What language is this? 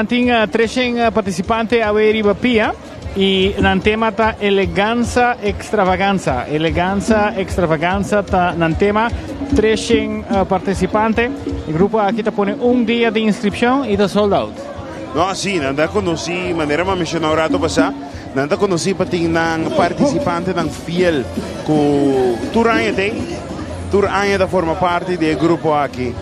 Papiamento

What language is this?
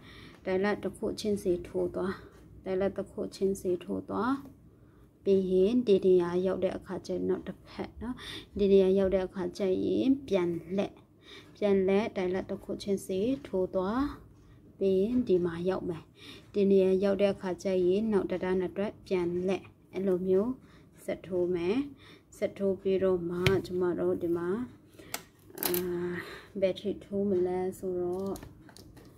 Burmese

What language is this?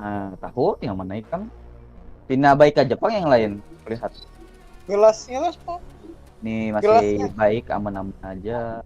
Banjar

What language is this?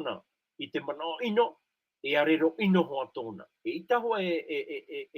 Tahitian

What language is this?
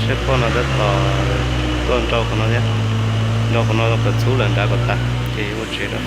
Hmong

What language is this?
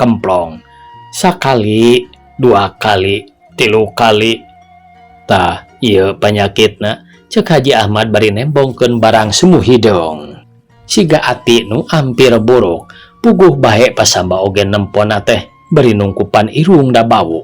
Sundanese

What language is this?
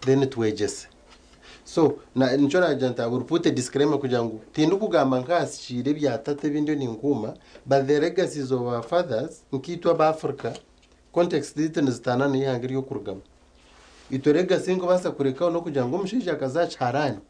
Nyankole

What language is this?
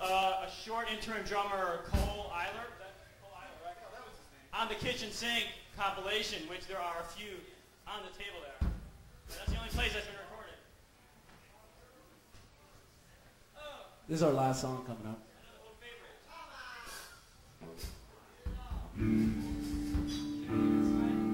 English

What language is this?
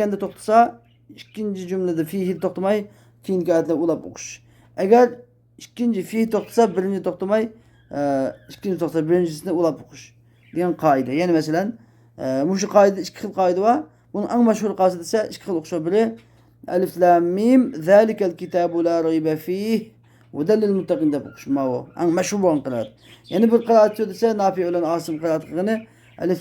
Uyghur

